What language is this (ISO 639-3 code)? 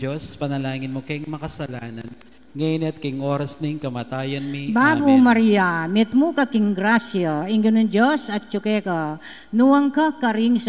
pam